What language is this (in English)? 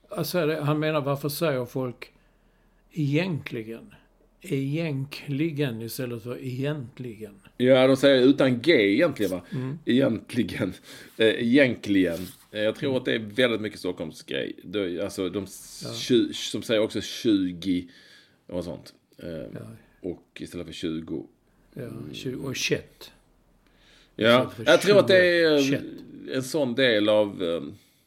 Swedish